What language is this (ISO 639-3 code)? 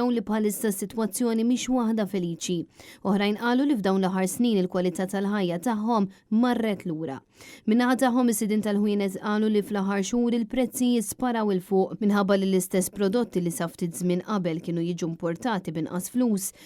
mlt